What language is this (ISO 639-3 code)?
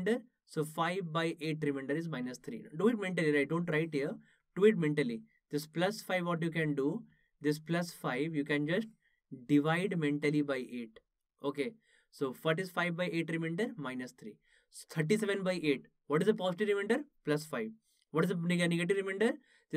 eng